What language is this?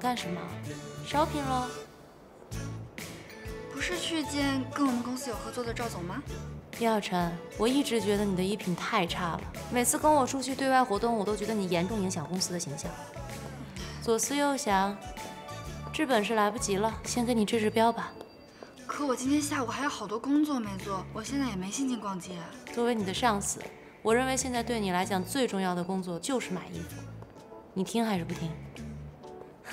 Chinese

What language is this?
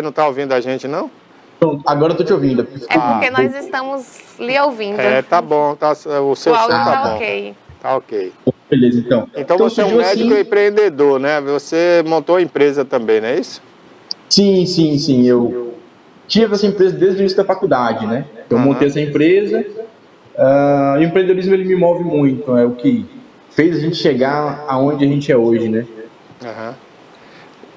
Portuguese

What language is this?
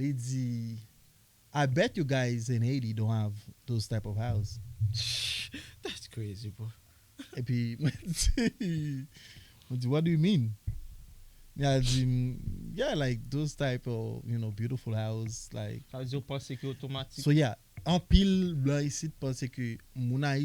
Haitian Creole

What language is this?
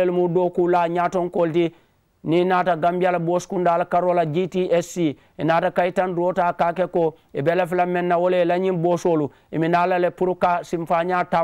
Mandingo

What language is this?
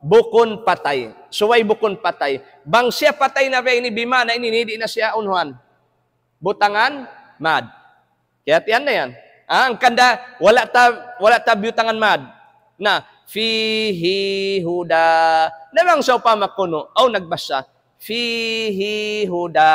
Tausug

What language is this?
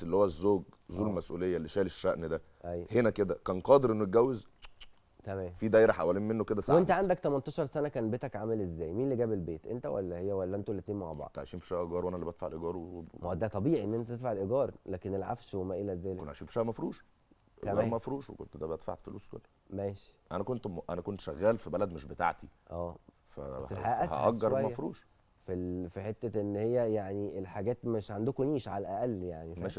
Egyptian Arabic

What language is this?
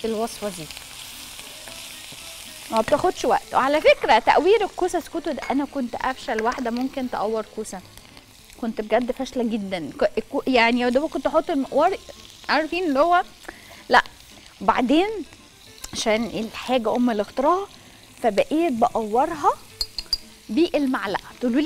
Egyptian Arabic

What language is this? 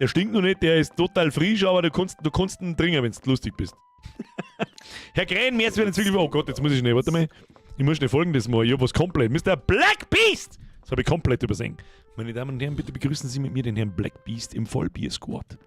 Bavarian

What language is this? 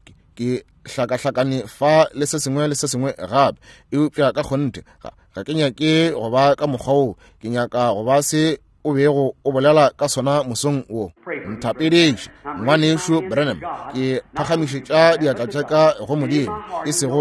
Northern Sotho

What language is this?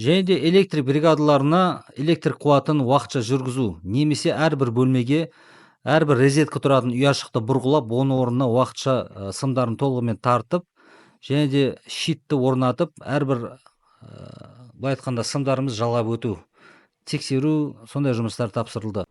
Kazakh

